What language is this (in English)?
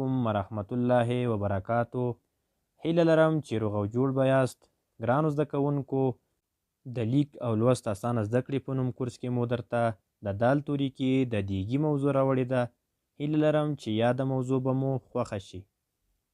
Pashto